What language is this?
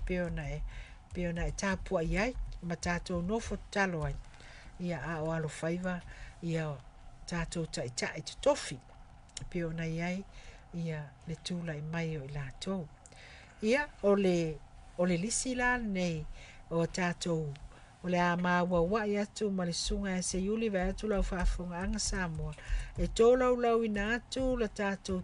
Samoan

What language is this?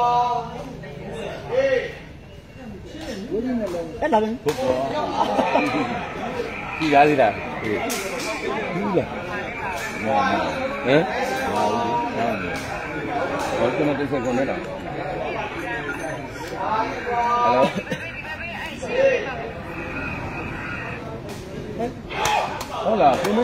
Burmese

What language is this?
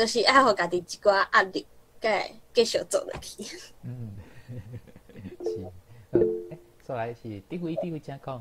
Min Nan Chinese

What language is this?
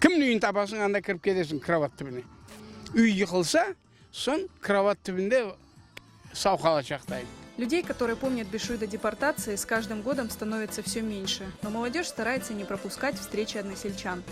Crimean Tatar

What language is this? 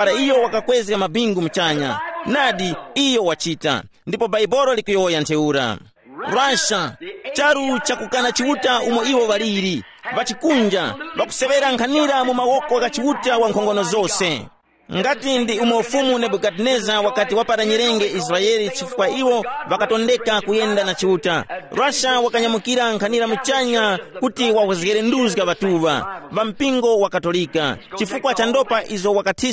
Tumbuka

